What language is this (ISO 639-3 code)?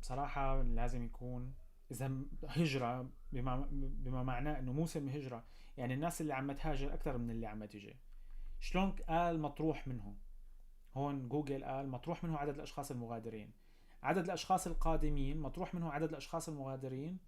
apc